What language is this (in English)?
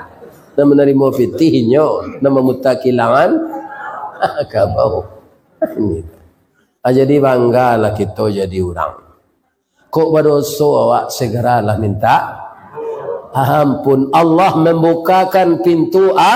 Minangkabau